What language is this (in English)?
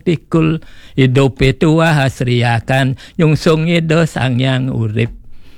Balinese